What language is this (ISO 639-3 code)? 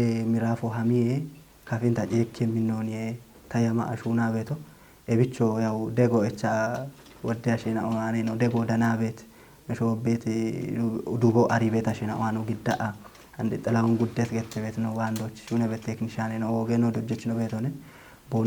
kbr